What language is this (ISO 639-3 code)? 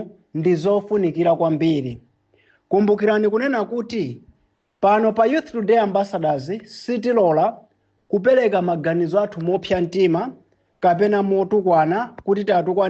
nya